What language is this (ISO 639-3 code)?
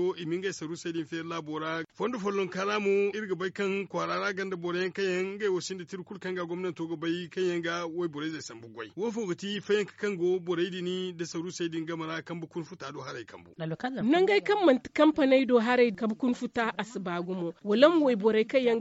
dje